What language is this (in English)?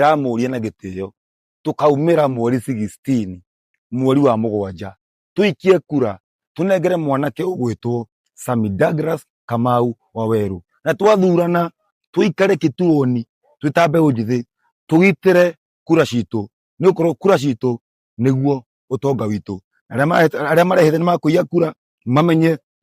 Kikuyu